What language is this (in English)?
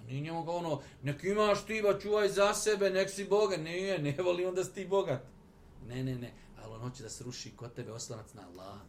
Bosnian